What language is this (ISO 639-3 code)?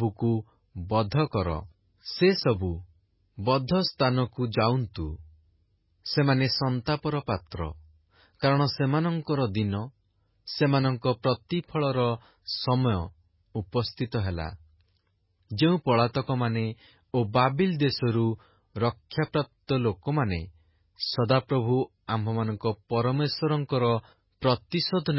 ori